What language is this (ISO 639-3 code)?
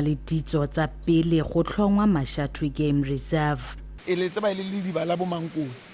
tsn